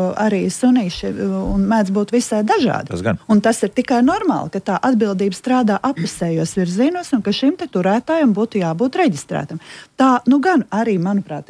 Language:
Latvian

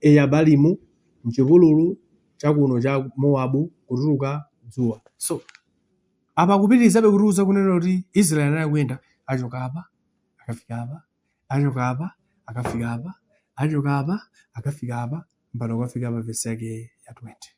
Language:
Nyanja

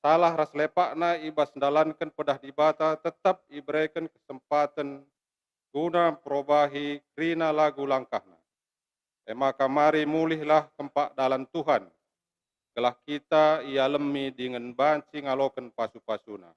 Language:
Batak Karo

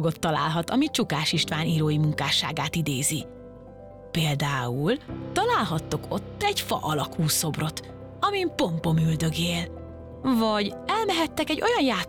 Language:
Hungarian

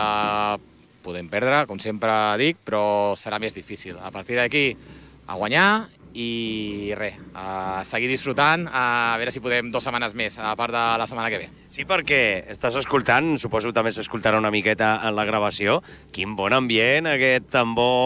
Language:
Catalan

